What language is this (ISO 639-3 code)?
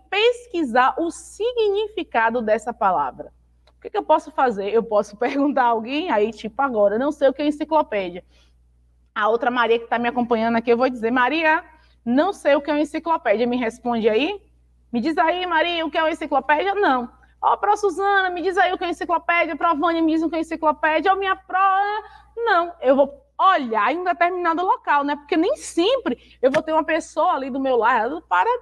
por